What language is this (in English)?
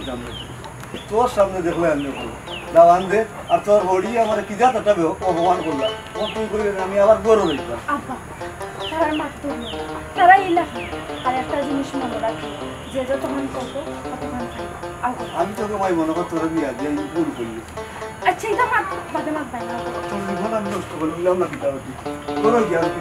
Sylheti